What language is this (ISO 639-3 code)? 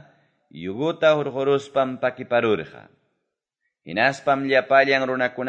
que